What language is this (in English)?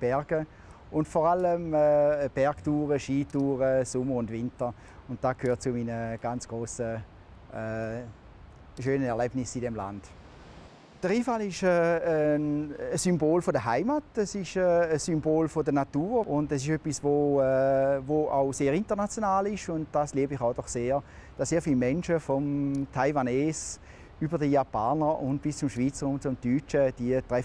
Swiss German